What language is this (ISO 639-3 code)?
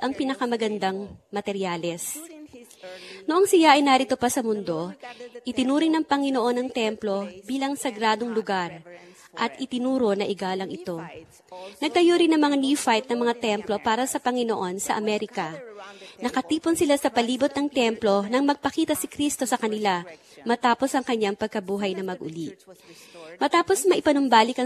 fil